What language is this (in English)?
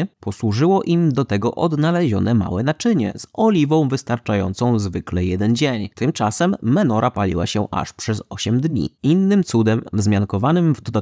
Polish